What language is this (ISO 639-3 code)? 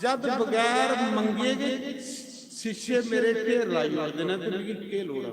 doi